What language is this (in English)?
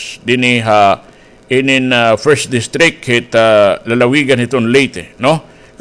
Waray